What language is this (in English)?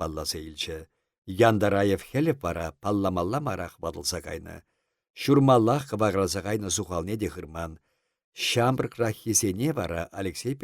Chuvash